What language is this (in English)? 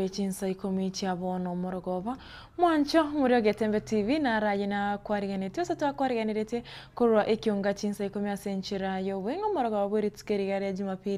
Gusii